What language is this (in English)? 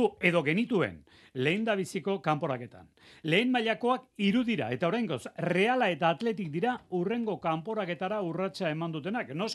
Basque